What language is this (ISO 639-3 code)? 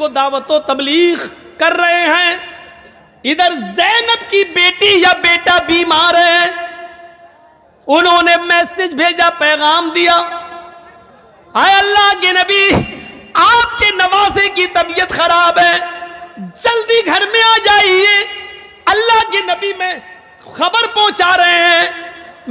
urd